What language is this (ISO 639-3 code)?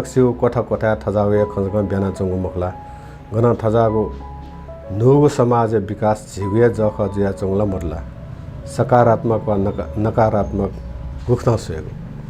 new